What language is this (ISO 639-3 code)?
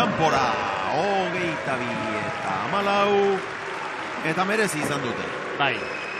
eus